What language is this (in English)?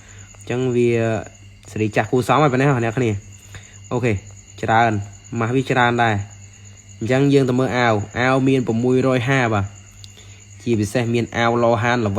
Khmer